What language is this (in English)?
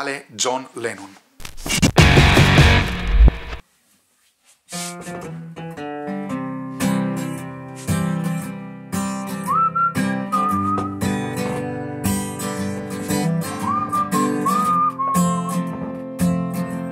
Italian